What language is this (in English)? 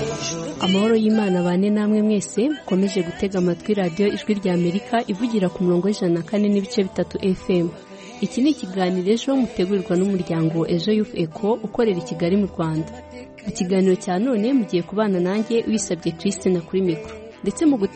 Kinyarwanda